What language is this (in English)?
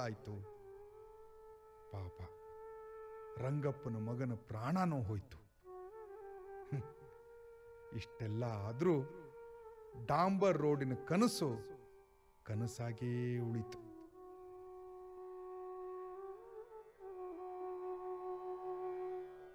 Kannada